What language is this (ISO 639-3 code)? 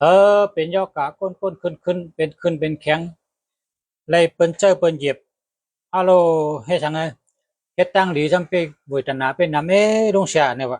shn